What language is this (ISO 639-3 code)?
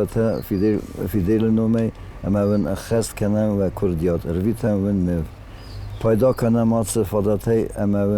oss